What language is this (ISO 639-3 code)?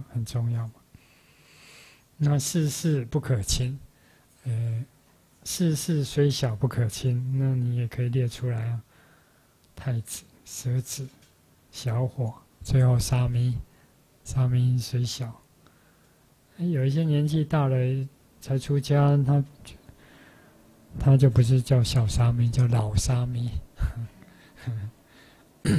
zho